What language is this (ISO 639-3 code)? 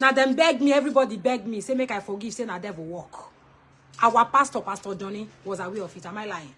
pcm